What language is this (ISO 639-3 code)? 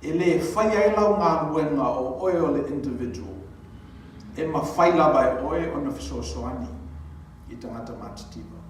smo